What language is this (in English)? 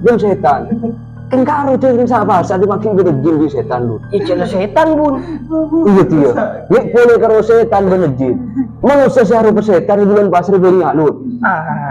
Madurese